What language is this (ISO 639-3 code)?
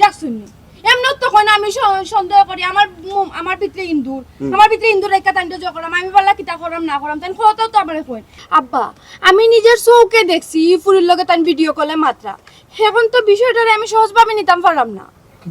syl